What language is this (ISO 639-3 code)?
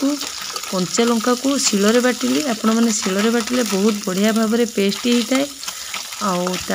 ori